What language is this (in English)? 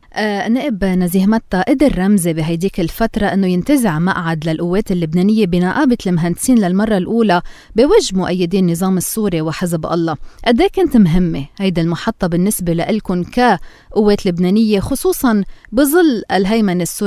North Levantine Arabic